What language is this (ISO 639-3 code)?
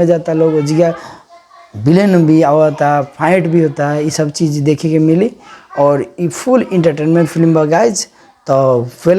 bho